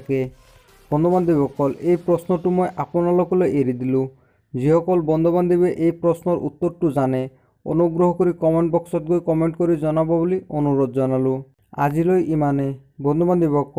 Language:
Assamese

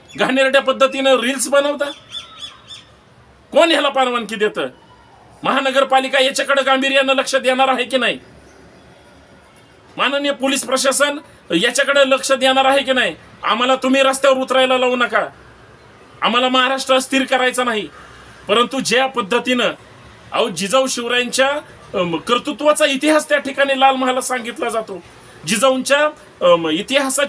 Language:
Marathi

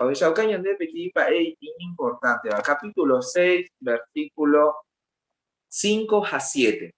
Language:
Guarani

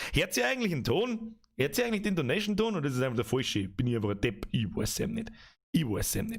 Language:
Bavarian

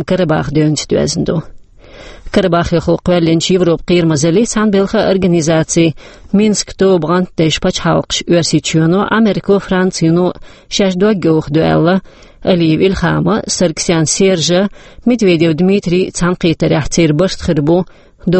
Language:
Chechen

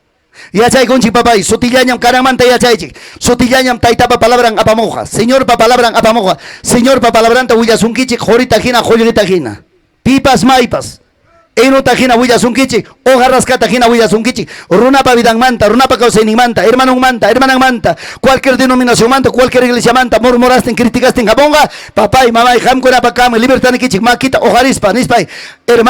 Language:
Ayacucho Quechua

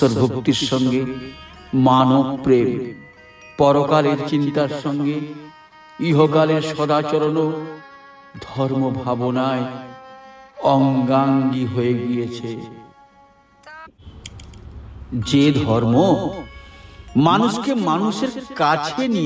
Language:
Bangla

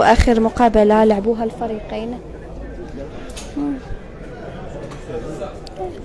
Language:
Moroccan Arabic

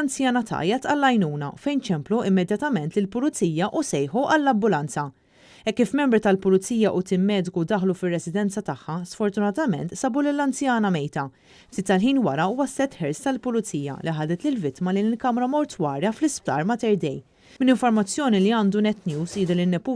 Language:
Maltese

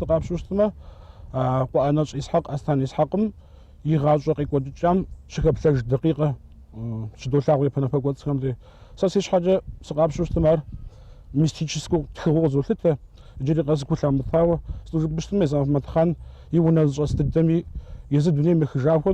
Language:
Kabardian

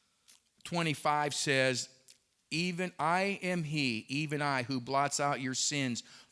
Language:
English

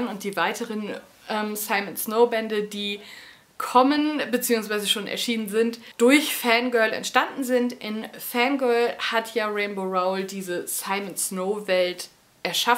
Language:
German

